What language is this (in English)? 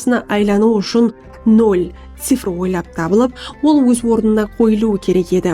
Kara-Kalpak